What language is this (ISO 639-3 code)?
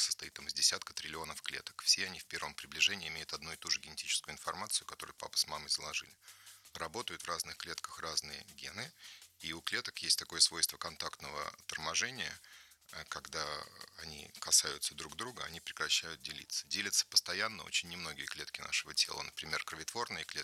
rus